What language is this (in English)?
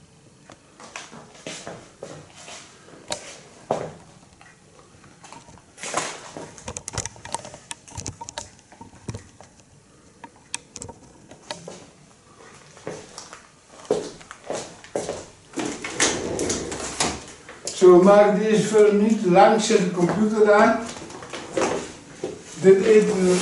Dutch